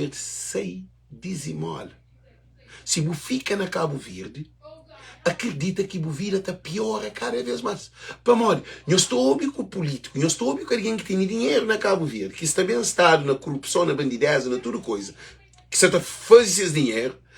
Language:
Kabuverdianu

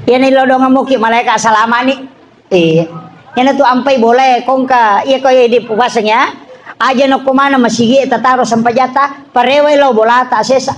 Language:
Buginese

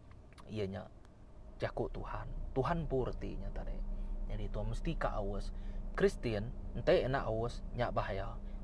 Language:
Iban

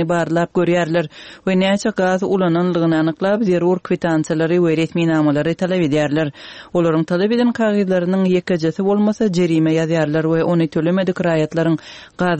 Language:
Turkmen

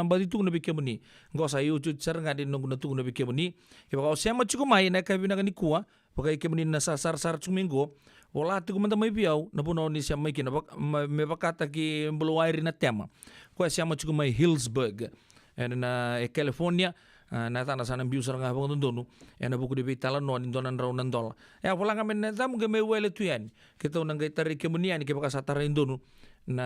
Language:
Fijian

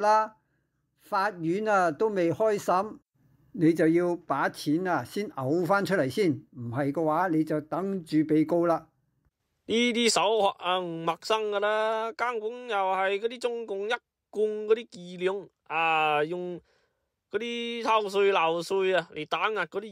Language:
Cantonese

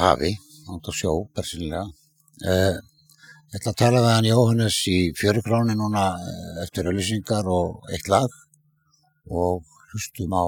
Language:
Icelandic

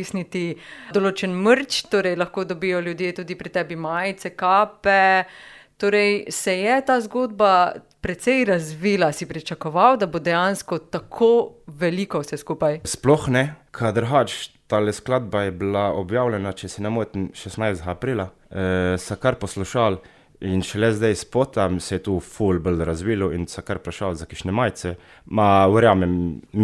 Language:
Slovenian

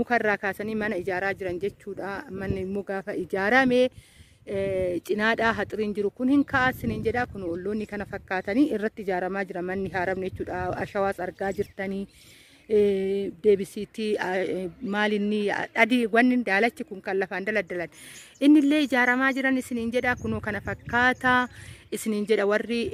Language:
Oromo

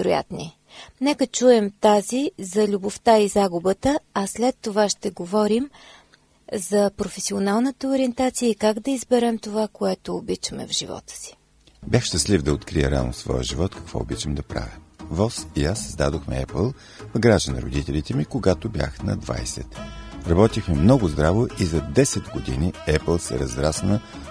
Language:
Bulgarian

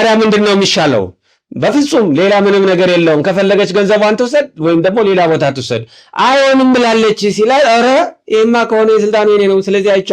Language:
Amharic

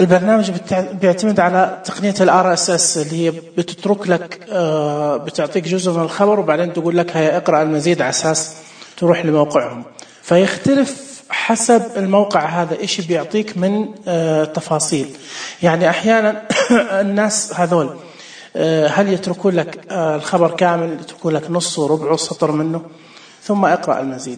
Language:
Najdi Arabic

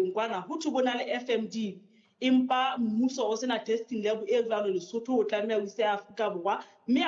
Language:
Southern Sotho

